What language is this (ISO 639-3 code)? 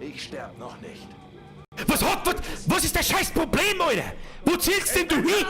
bar